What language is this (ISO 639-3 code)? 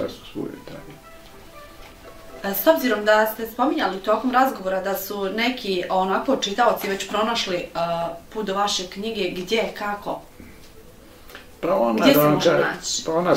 bos